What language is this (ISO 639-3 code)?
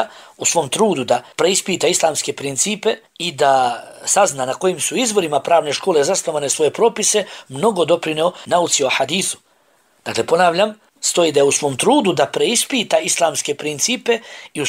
bos